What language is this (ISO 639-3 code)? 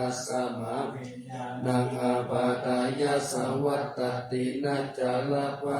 pli